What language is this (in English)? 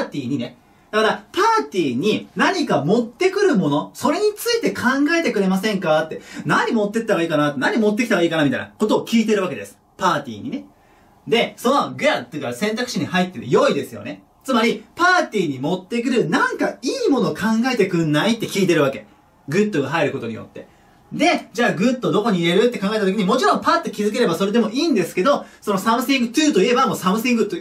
Japanese